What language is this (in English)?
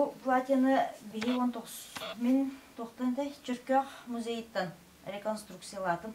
Yakut